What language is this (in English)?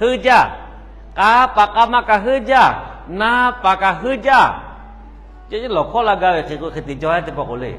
Lahu